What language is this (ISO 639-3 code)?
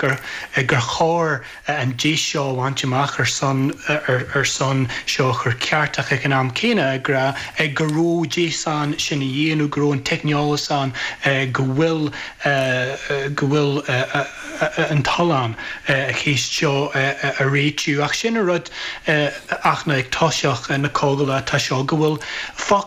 gle